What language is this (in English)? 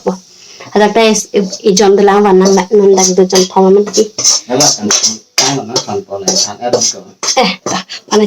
Karbi